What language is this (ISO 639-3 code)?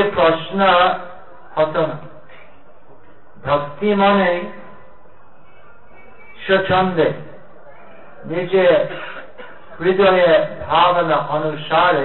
ben